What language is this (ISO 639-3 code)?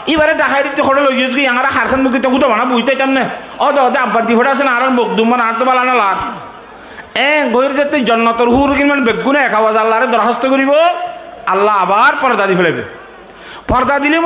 rhg